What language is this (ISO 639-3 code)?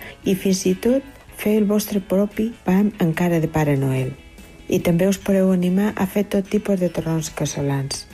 cat